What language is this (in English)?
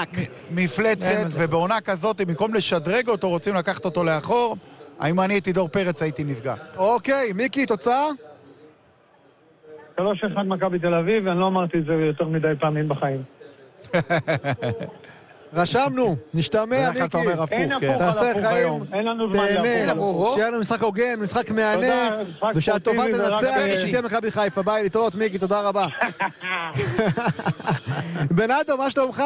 Hebrew